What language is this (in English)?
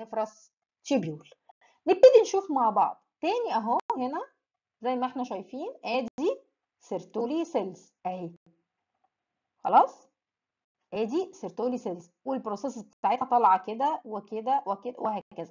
Egyptian Arabic